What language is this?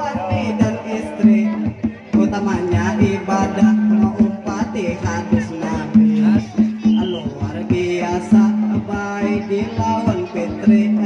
Banjar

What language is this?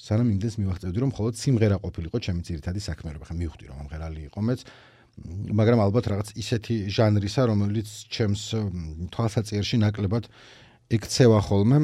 Georgian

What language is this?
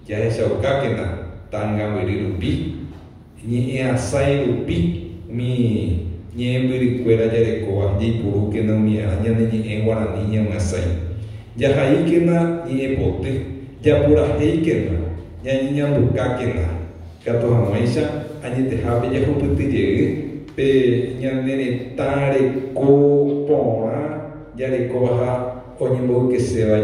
Guarani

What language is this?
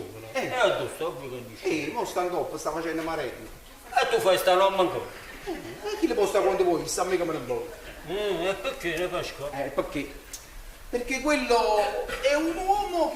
Neapolitan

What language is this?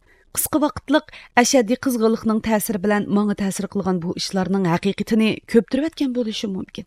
Uyghur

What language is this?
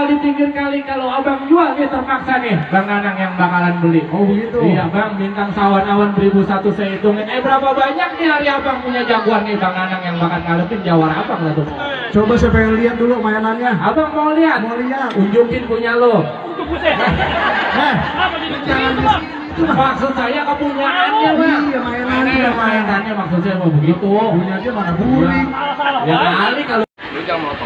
Betawi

